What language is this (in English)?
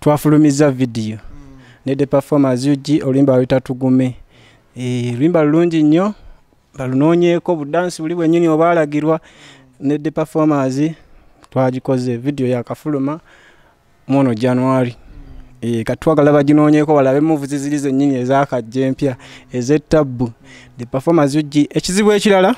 Ganda